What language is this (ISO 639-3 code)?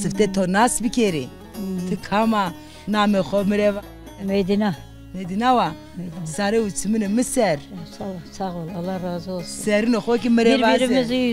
zza